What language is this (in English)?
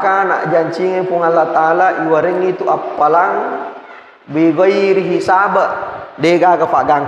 Buginese